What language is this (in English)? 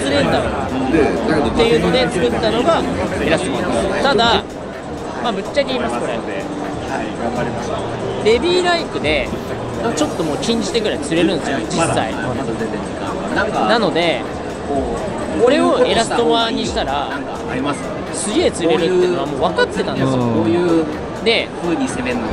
Japanese